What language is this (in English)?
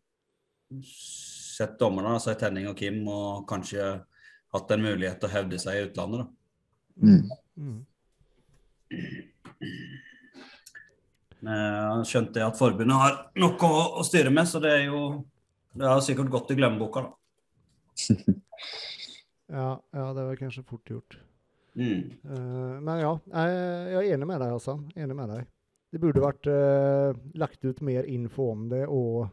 Norwegian